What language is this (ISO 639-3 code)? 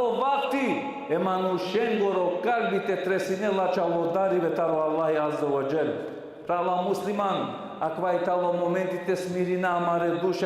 rmn